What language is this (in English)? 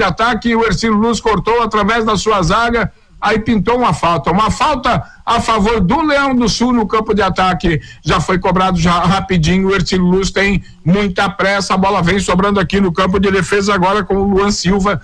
Portuguese